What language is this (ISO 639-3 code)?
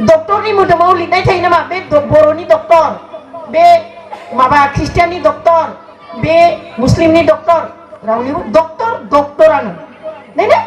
brx